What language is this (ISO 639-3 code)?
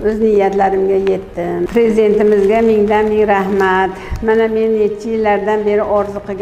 uzb